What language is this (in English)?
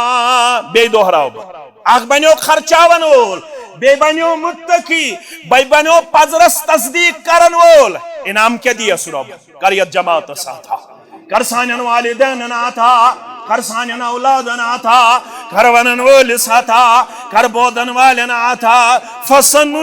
Kashmiri